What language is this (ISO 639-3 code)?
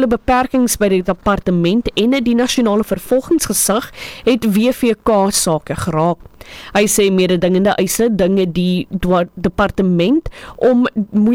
afr